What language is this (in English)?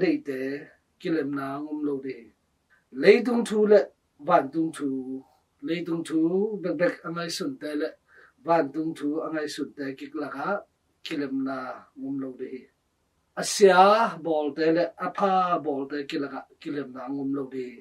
Tedim Chin